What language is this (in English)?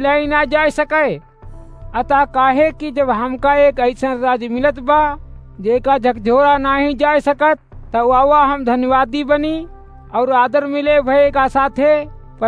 Awadhi